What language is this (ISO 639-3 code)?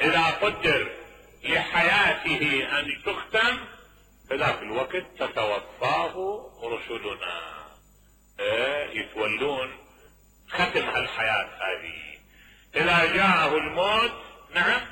acm